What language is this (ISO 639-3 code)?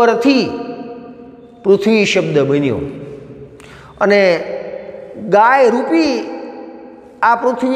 guj